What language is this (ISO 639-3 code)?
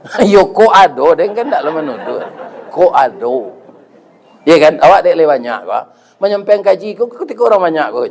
min